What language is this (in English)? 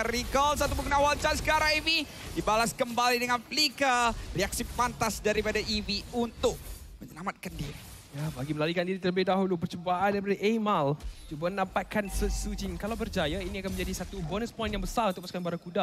Malay